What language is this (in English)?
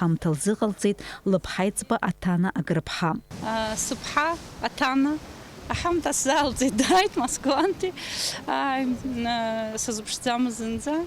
Abkhazian